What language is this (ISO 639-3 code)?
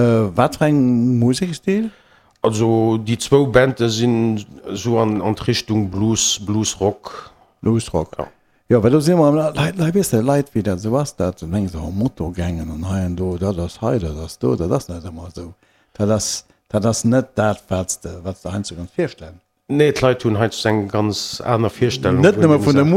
ltz